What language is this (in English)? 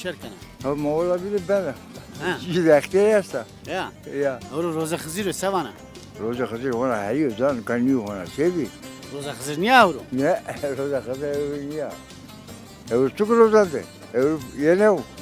Zaza